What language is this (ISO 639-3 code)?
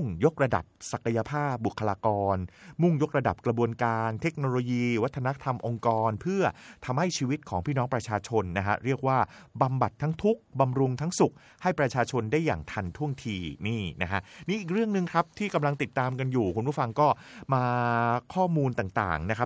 tha